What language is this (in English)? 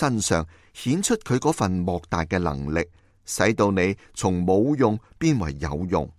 Cantonese